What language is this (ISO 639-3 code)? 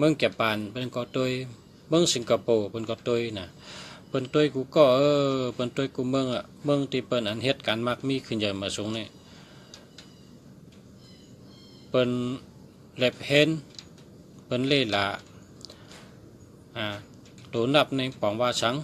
shn